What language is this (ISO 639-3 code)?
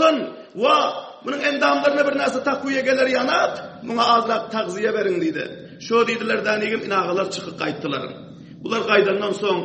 tuk